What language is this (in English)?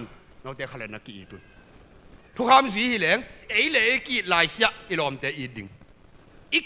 Tedim Chin